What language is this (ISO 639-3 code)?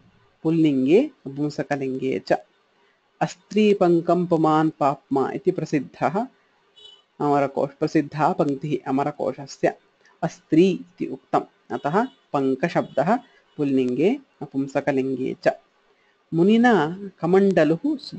san